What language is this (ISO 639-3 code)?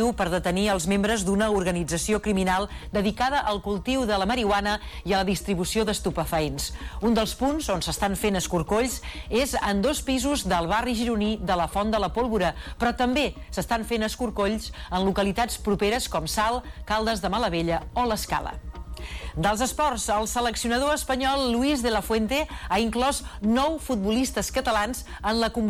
cat